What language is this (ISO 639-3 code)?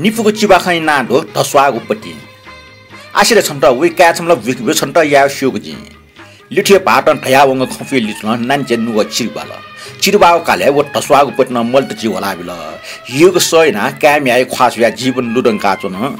new